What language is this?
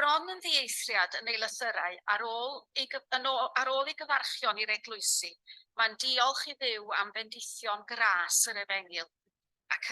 Welsh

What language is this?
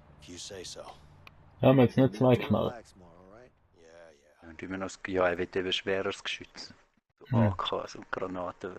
Swiss German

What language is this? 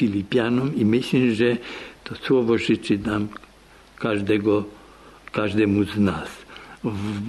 Polish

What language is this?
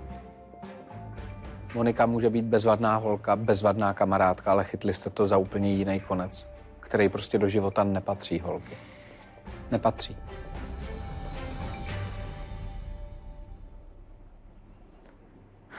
Czech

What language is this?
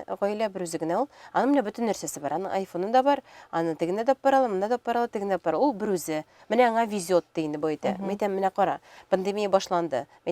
Tatar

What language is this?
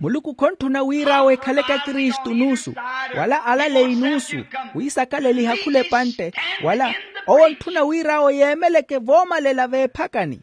Makhuwa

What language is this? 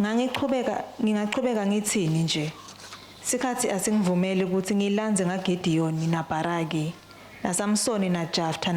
Swati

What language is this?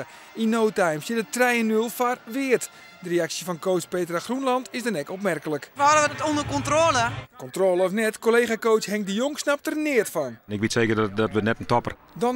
Western Frisian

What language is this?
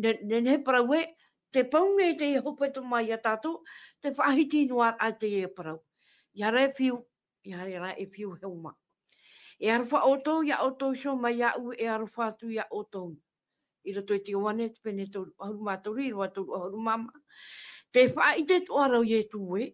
Tahitian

